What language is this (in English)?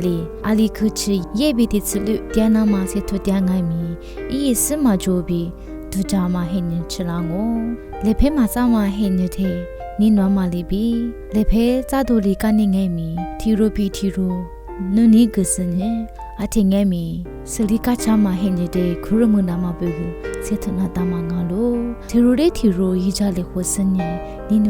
Lisu